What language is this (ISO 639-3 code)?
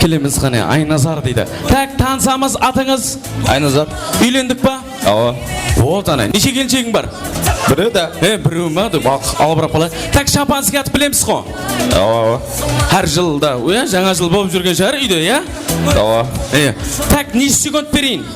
kaa